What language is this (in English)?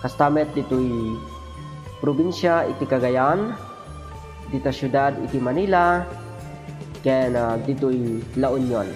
Iloko